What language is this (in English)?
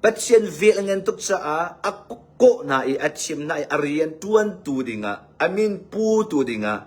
Hakha Chin